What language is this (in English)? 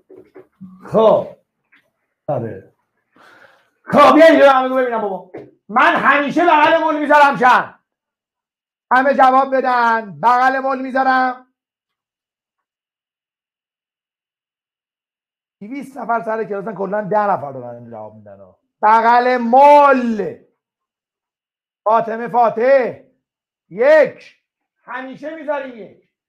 Persian